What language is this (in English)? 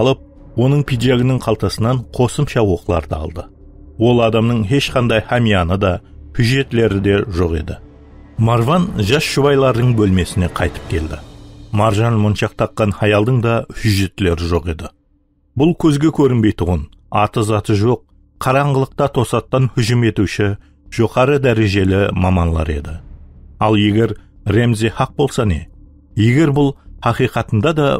Kara-Kalpak